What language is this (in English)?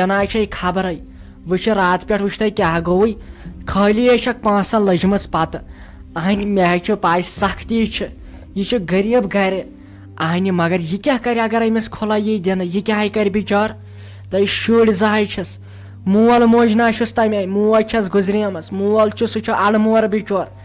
Kashmiri